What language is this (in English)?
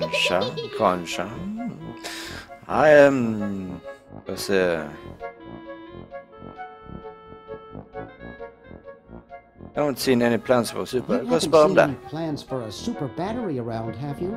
Norwegian